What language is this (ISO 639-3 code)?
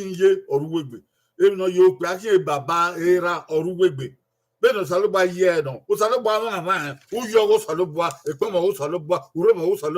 bin